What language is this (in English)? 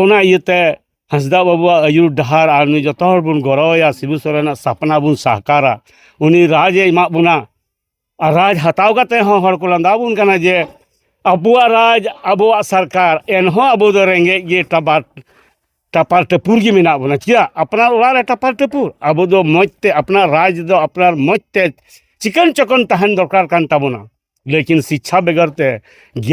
Santali